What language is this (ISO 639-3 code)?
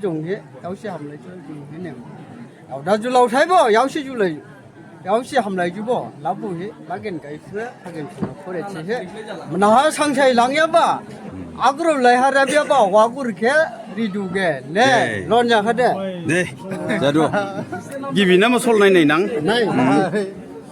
dis